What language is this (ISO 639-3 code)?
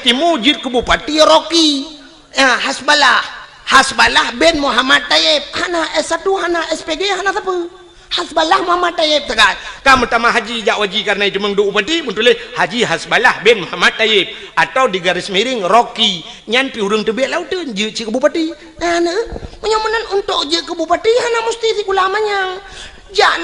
ace